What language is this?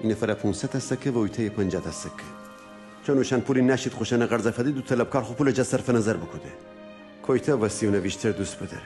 Gilaki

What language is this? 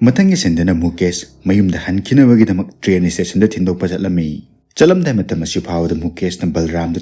Manipuri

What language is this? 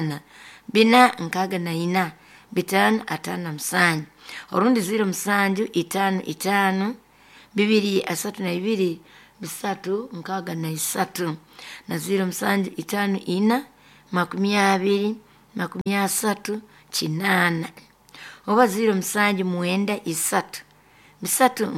Nyoro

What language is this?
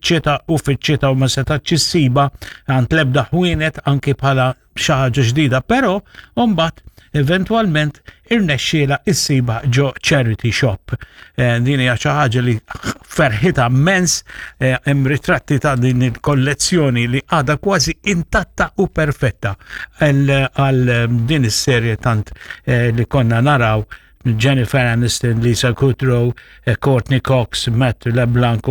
Maltese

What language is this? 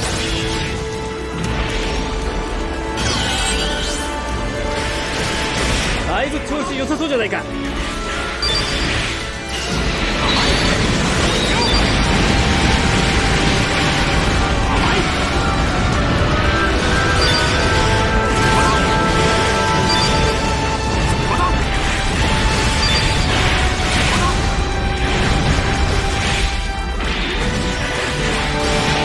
Japanese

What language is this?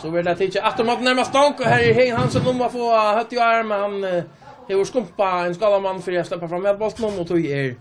Faroese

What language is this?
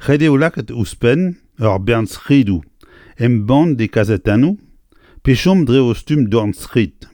Breton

